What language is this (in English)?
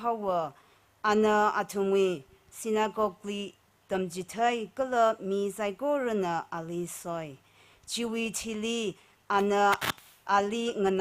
Tangkhul Naga (India)